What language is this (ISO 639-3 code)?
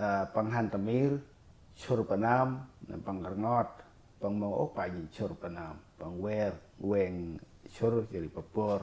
cmo